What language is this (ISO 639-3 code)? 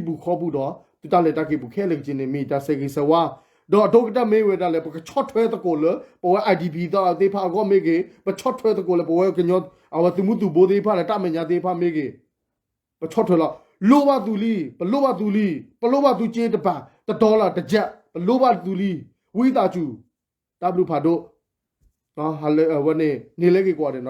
ksw